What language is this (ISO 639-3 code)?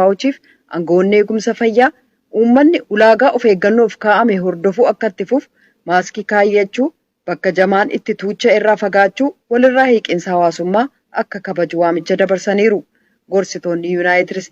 orm